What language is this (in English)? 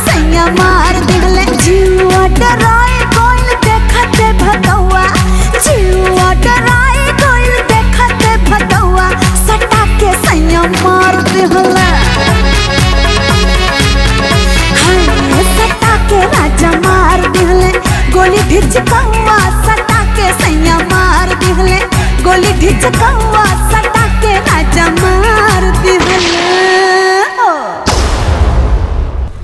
Bhojpuri